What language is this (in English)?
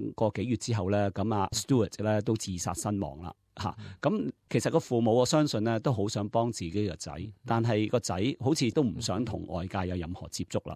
Cantonese